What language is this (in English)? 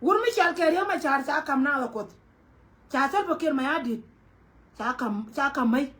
Nuer